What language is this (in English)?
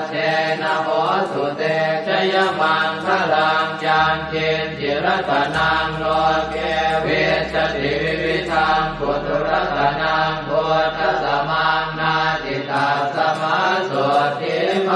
Pali